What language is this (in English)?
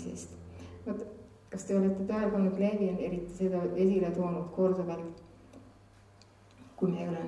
Estonian